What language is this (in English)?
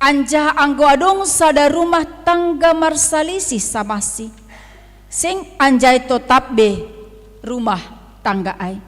Batak Simalungun